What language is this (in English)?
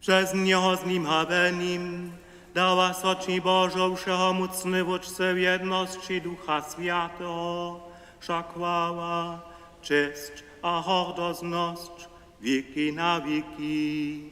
Upper Sorbian